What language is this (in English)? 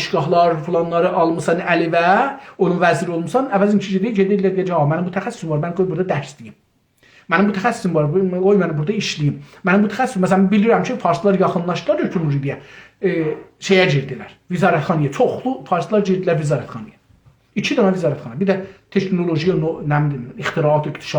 South Azerbaijani